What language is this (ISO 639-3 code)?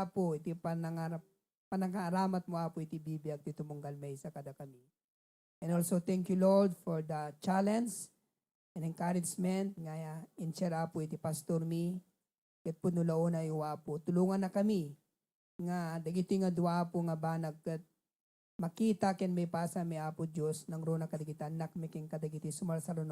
ilo